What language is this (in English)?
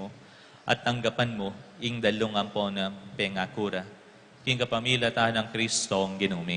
Pampanga